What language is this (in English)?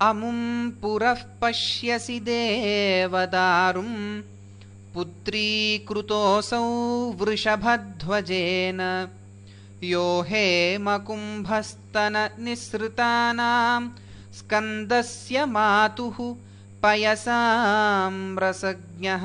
Sanskrit